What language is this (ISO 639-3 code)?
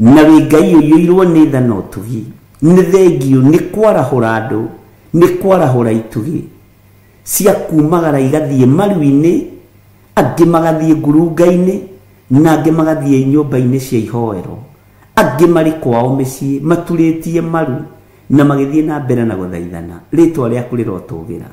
kik